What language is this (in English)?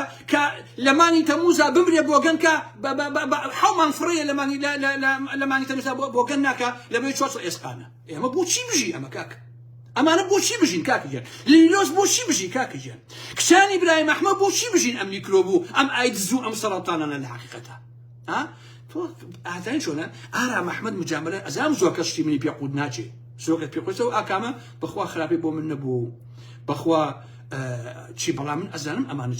Central Kurdish